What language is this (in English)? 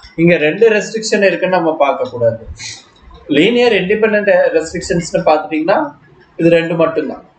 Tamil